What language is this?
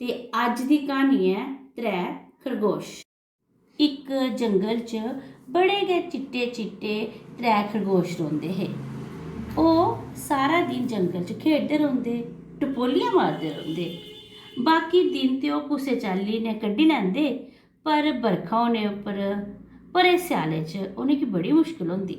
Dogri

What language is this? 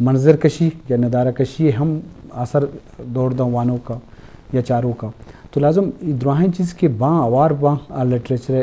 Eastern Balochi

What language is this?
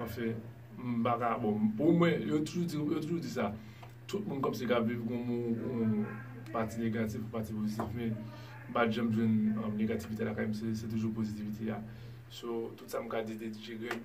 Haitian Creole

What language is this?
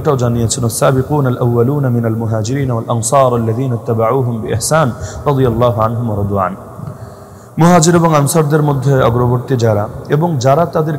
Bangla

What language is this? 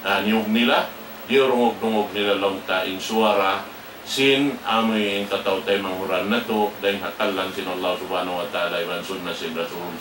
Tausug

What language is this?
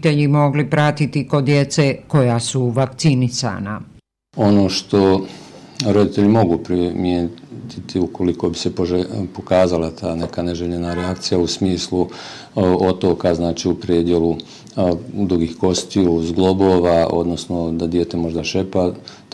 Bosnian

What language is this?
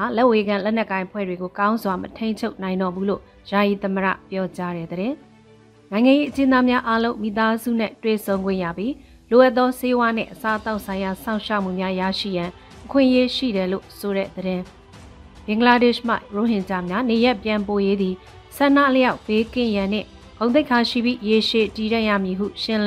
Burmese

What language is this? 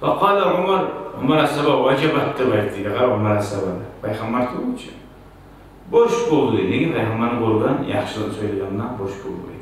Kumyk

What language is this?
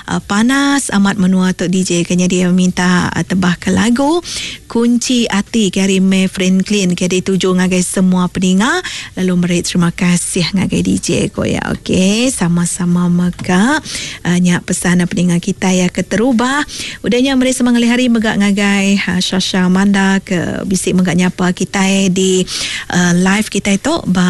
Iban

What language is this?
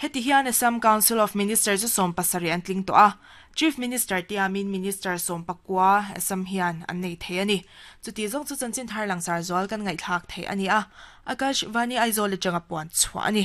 Mizo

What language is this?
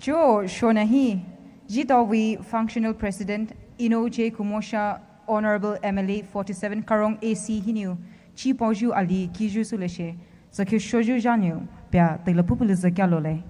Poumei Naga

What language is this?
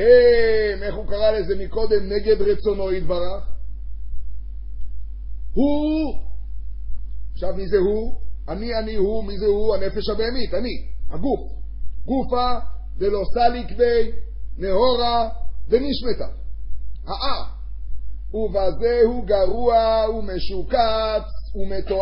Hebrew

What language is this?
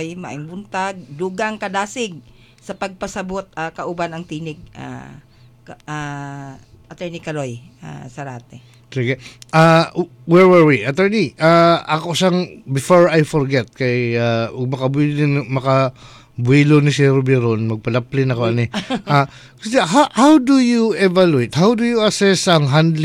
Cebuano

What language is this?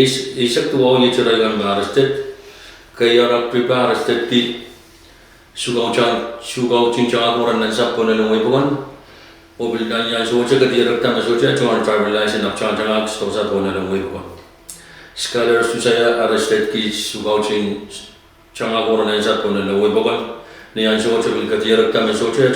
Pohnpeian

